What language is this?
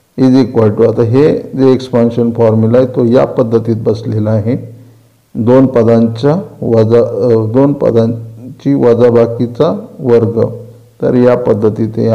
Marathi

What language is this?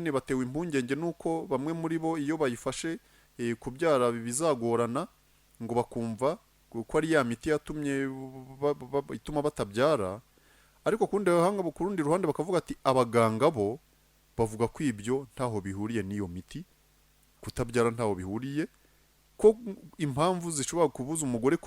Kinyarwanda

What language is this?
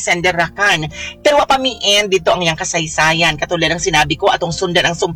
Cebuano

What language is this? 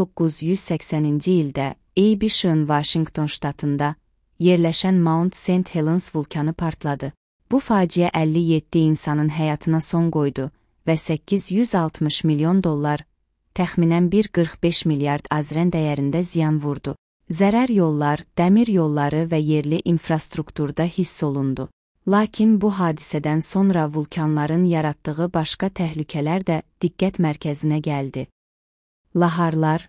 Azerbaijani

